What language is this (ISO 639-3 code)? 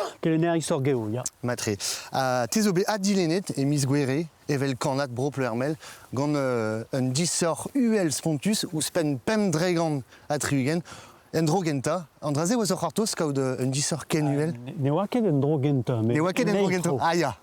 bre